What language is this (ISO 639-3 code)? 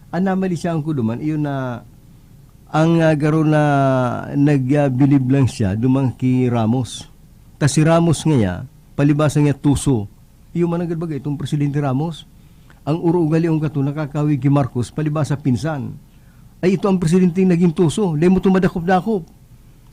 bik